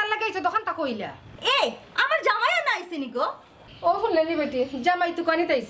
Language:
Sylheti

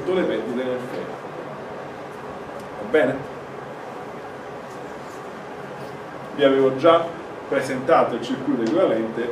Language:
Italian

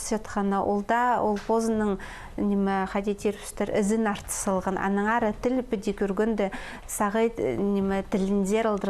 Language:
Khakas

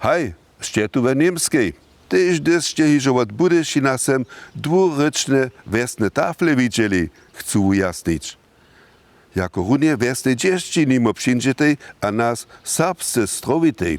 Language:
Upper Sorbian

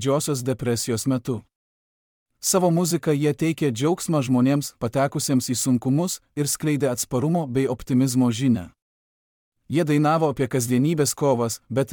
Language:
Lithuanian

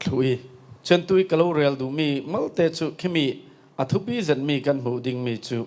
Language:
Falam Chin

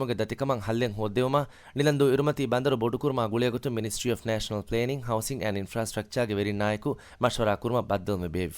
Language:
Divehi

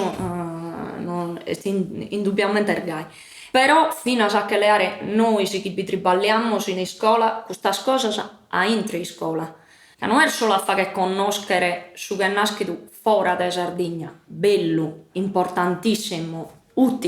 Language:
Sardinian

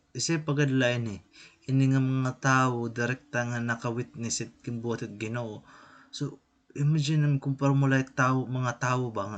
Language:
Waray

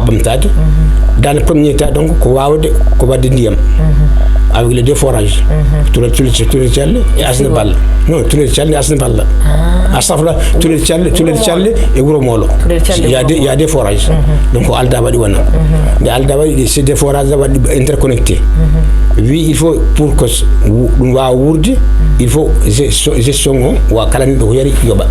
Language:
Fula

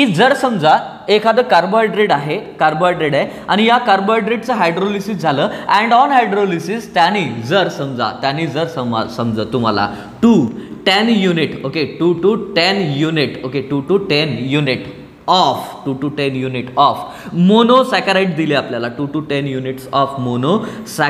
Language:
Marathi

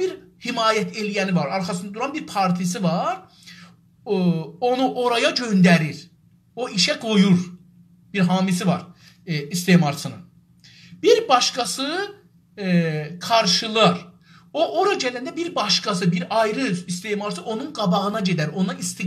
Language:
South Azerbaijani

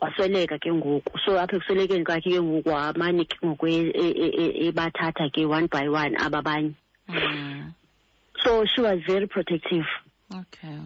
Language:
Xhosa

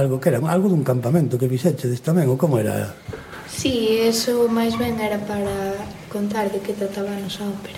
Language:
Galician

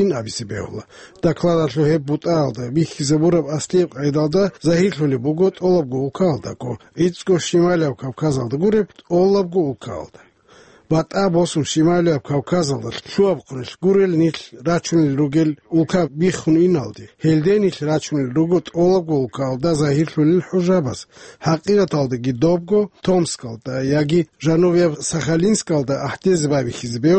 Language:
Avaric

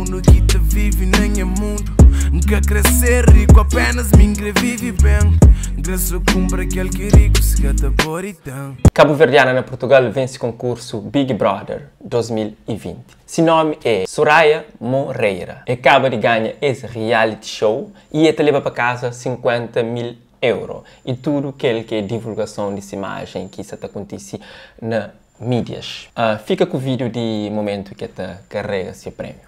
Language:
Kabuverdianu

